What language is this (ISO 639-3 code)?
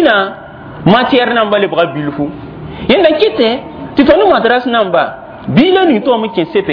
mos